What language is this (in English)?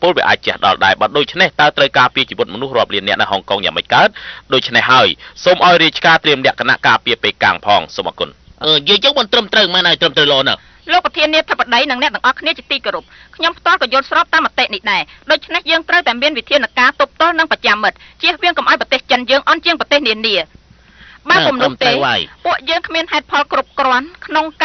Khmer